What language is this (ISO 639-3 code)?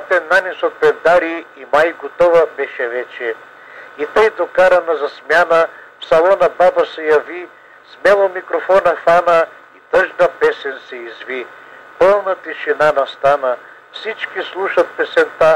bul